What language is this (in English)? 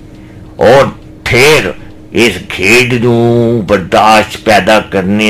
Punjabi